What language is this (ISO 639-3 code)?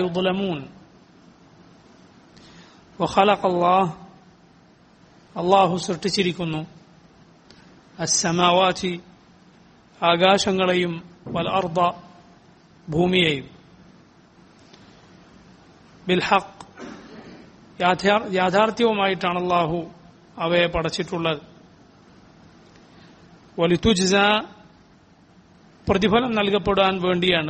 mal